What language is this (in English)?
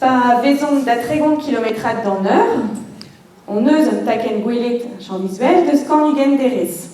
Breton